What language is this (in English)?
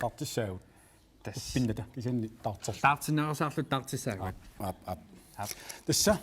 Kalaallisut